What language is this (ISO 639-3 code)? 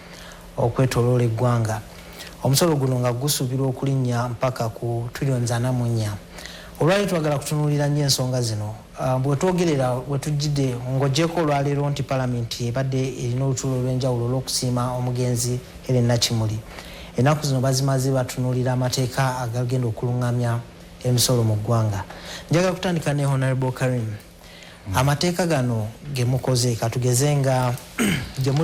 lug